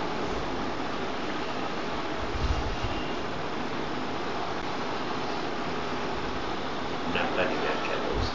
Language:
Gujarati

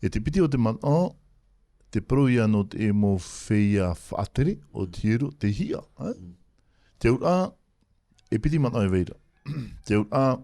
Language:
Tahitian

